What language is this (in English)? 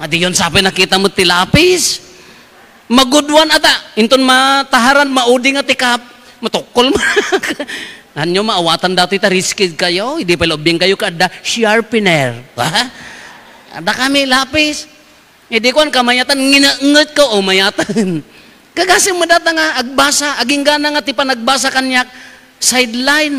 Iloko